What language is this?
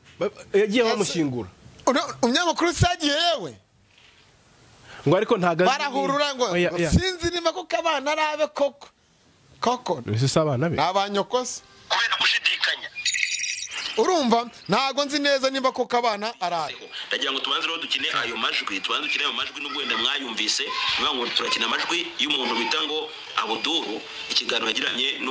Kinyarwanda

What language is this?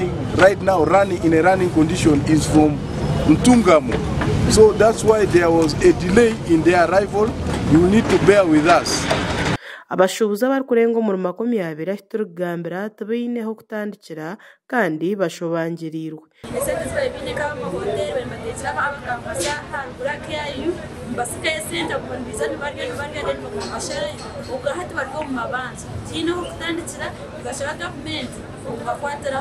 Nyankole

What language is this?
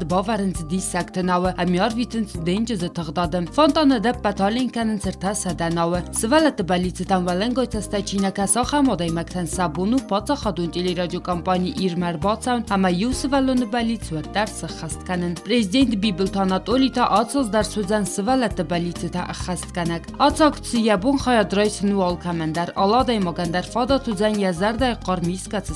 Ossetic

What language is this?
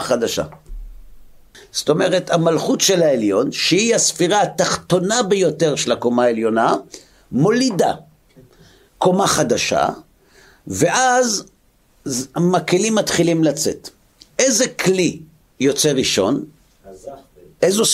Hebrew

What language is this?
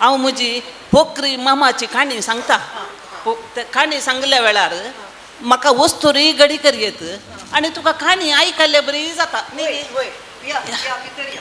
Konkani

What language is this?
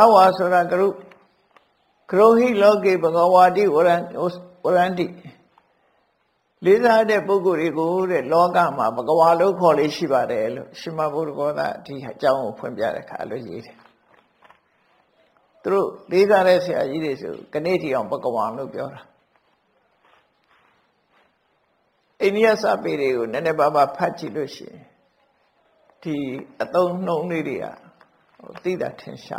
Burmese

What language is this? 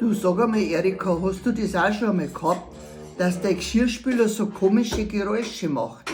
Bavarian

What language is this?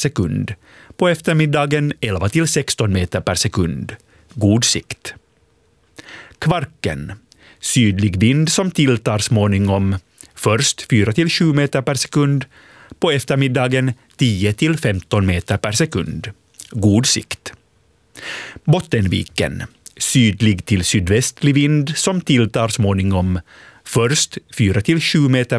Swedish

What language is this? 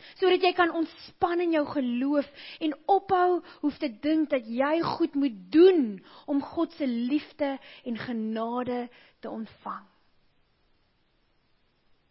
Afrikaans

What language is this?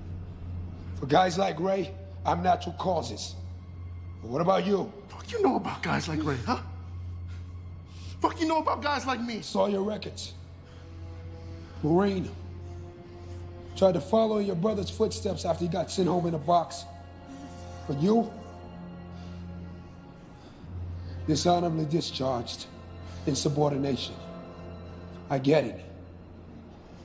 English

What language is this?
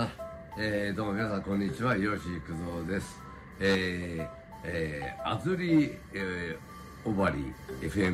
Japanese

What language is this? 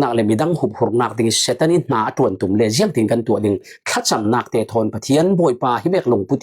Falam Chin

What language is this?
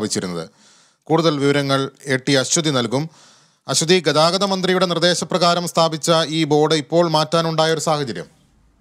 Malayalam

